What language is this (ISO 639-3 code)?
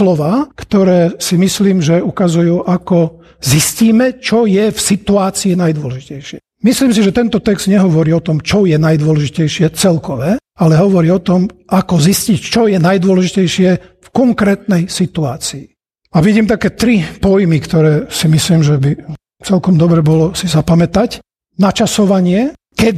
slk